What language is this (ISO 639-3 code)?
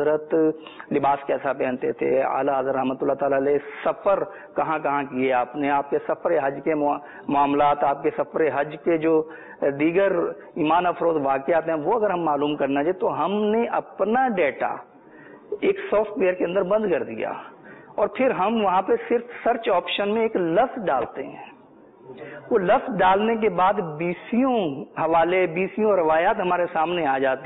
urd